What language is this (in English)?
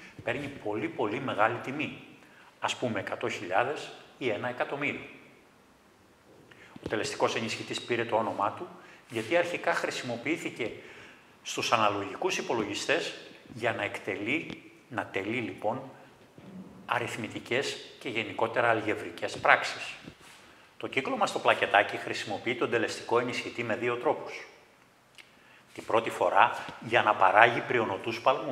Greek